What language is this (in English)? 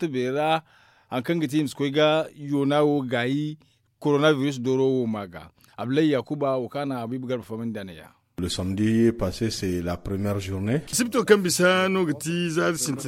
Zarma